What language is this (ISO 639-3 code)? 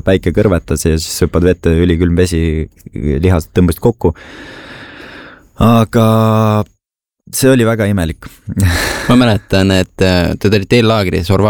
est